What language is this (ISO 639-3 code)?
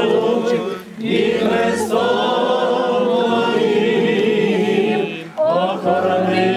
ukr